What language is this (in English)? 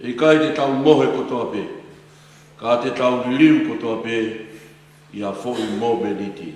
Tongan